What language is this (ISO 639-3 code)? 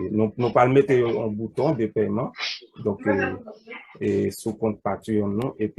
hat